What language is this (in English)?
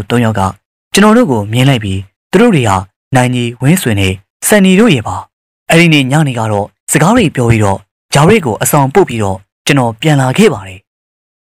Burmese